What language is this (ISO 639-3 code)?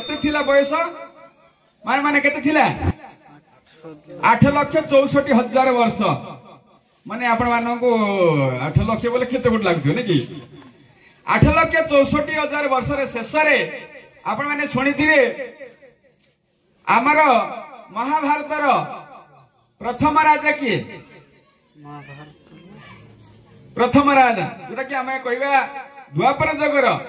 ori